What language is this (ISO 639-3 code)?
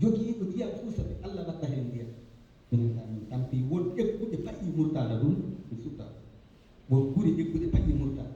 ful